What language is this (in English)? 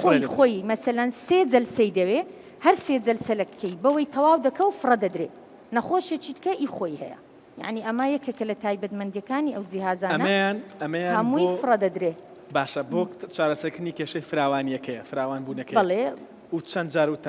Central Kurdish